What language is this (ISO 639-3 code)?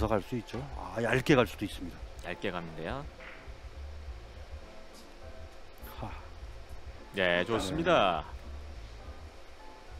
kor